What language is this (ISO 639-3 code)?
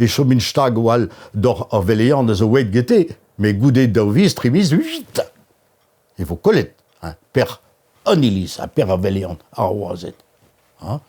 bre